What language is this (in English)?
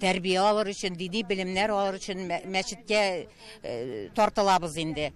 Tatar